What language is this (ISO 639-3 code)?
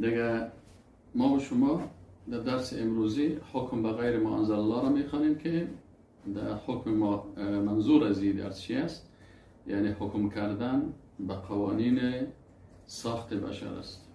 fas